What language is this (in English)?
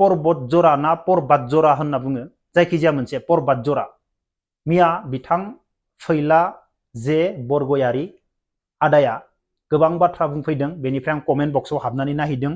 Bodo